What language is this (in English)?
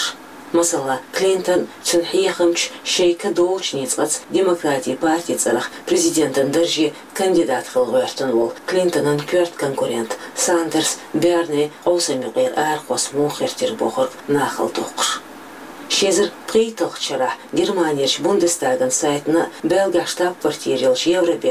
Chechen